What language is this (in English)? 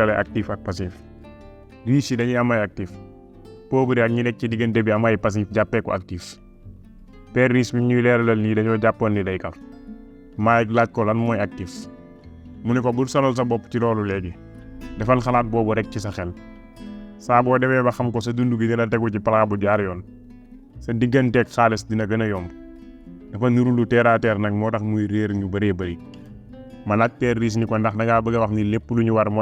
Wolof